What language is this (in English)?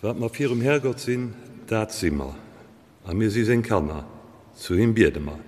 Luxembourgish